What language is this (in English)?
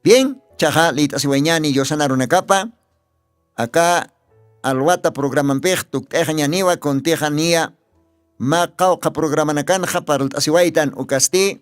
Aymara